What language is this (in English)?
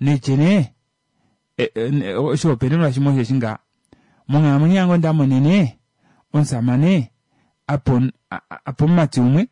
Kuanyama